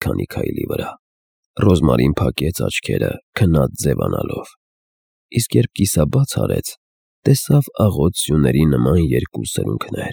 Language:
Armenian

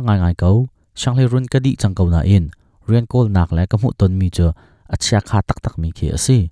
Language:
Hakha Chin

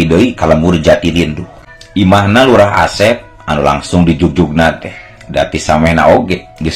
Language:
Sundanese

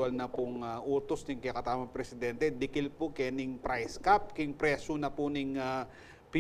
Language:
Pampanga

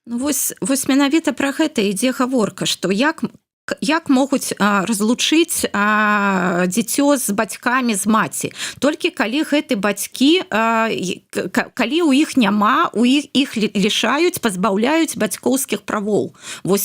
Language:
Belarusian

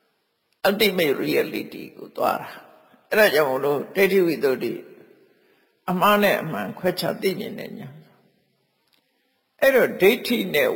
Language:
Burmese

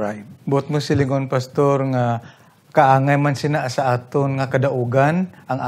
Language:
Hiligaynon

